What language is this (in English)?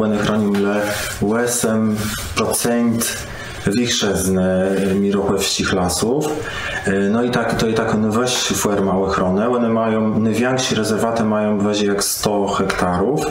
Kashubian